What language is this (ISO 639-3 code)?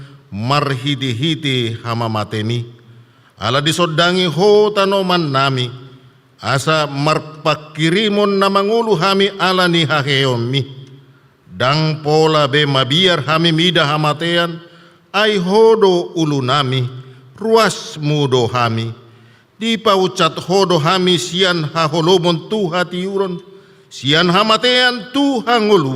bbc